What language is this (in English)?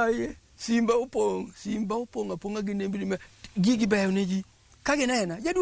Luo (Kenya and Tanzania)